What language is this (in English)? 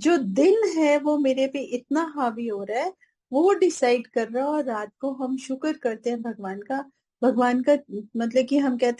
Hindi